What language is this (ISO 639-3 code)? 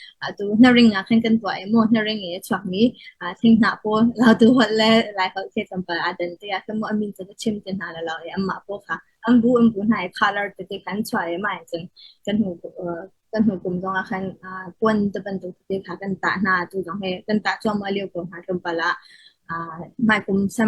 cnh